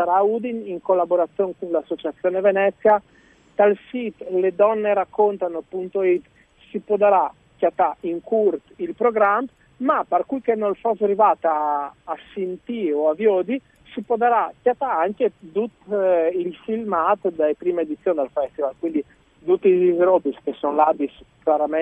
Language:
Friulian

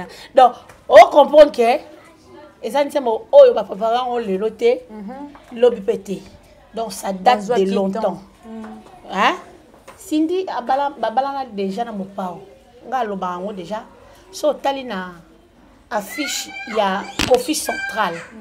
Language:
Lingala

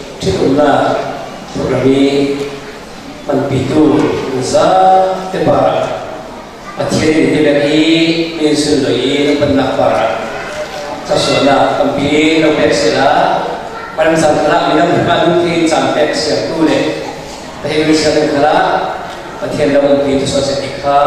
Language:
Falam Chin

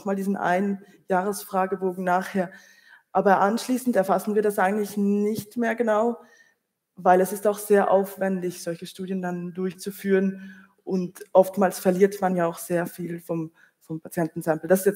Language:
German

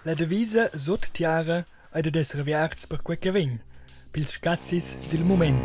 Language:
Romansh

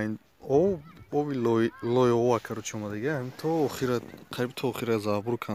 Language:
Tajik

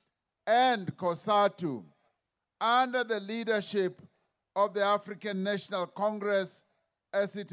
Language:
English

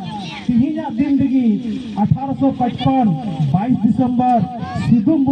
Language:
Santali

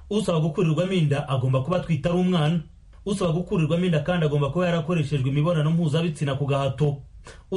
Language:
Kinyarwanda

